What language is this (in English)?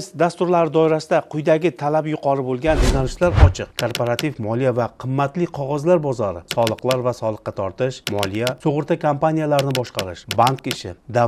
Uzbek